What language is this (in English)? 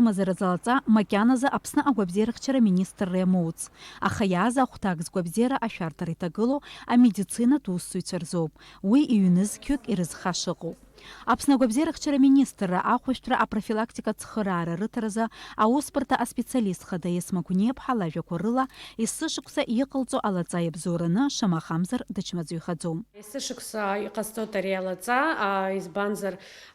Abkhazian